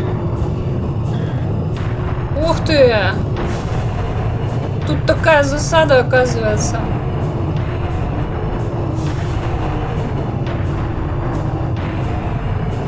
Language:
Russian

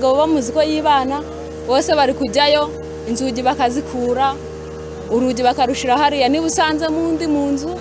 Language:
Kinyarwanda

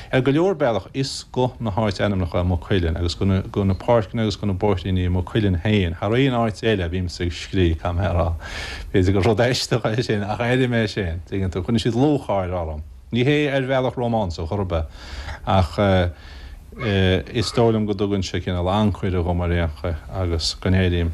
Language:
Irish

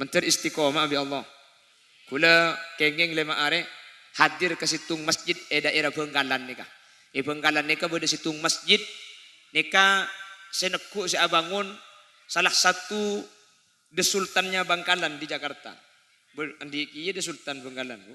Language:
Madurese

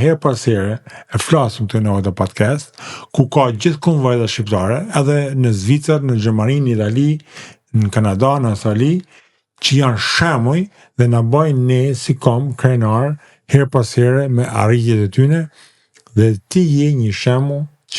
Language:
Albanian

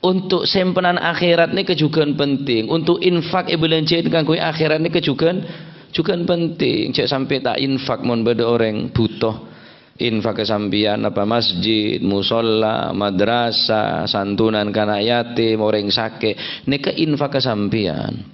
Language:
Madurese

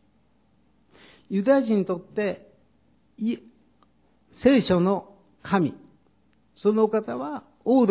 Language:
Japanese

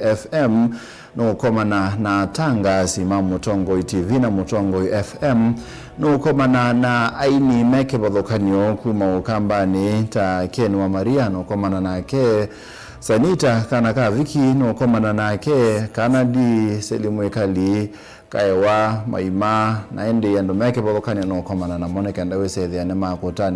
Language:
Kamba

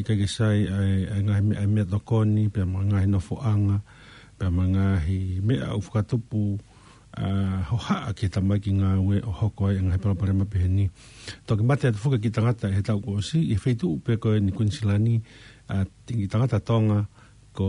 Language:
Tongan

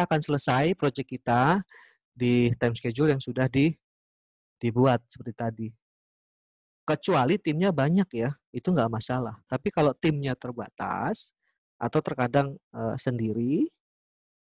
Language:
Indonesian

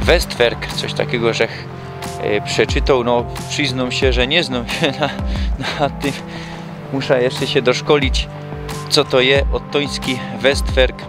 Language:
Silesian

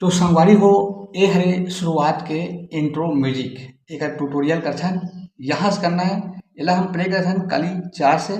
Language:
Chhattisgarhi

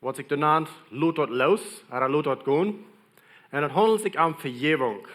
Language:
Plautdietsch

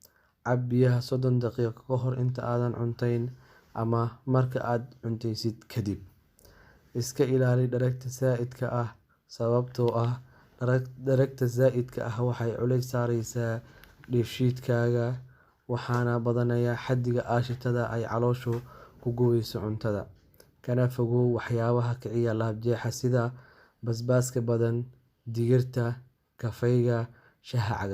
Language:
Somali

